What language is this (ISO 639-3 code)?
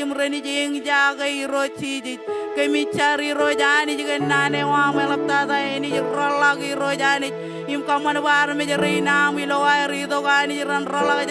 mah